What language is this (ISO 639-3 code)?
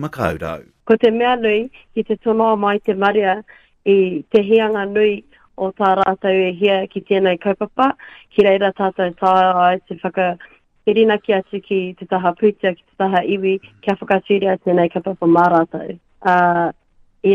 mri